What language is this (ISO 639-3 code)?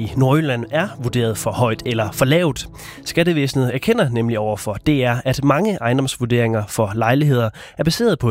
dan